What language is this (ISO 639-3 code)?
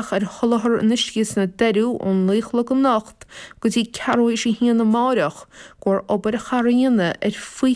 gle